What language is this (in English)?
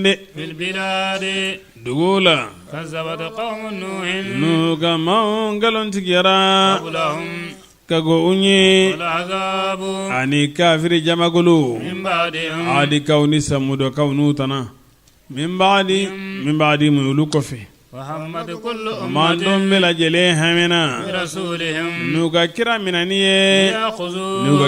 Bambara